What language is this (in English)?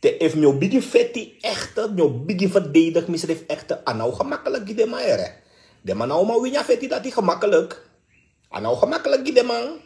Sranan Tongo